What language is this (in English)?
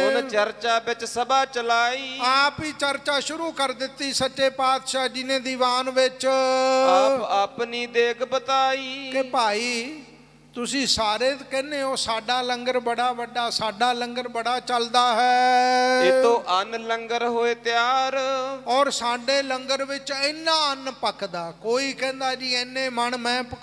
Punjabi